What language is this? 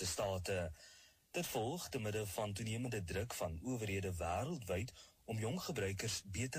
Afrikaans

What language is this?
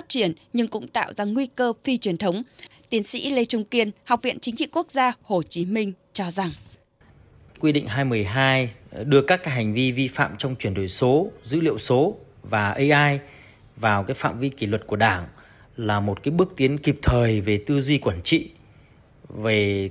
Vietnamese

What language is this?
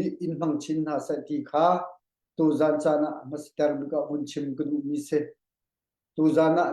Hakha Chin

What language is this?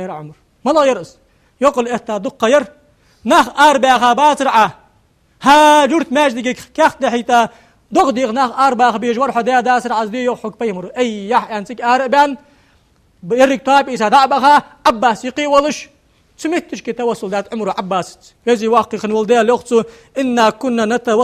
Ingush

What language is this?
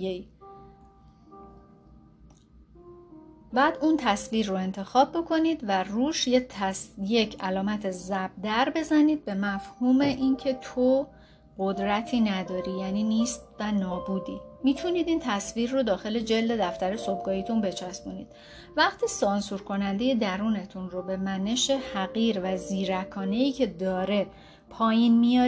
Persian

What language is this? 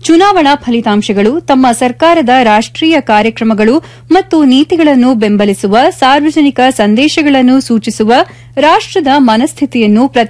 Kannada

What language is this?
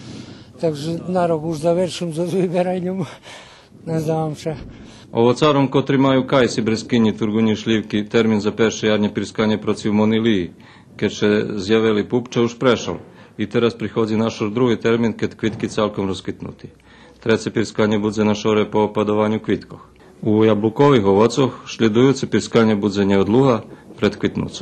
Rusyn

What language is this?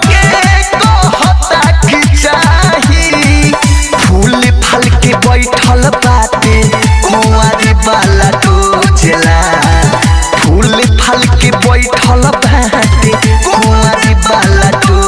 Bhojpuri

